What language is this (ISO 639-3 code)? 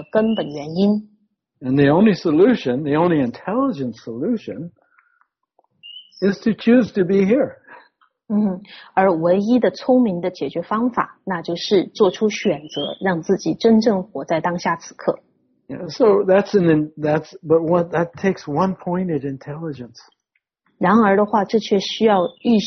zho